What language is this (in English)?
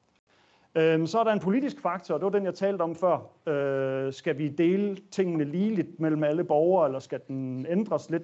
Danish